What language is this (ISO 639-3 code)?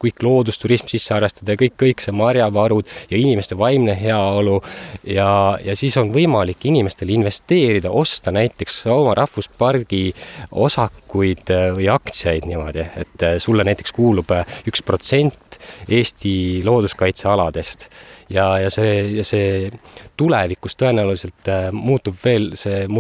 est